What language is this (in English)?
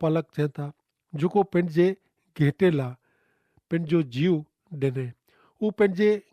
Kachhi